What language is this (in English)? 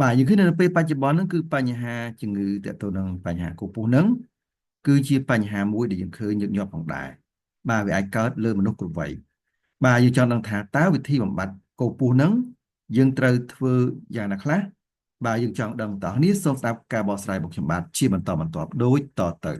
Khmer